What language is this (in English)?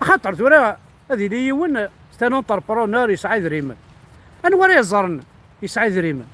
Kabyle